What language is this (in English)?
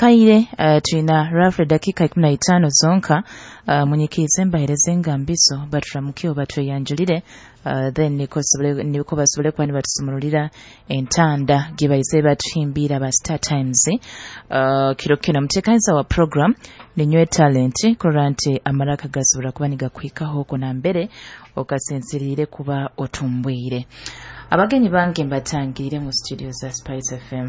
Nyoro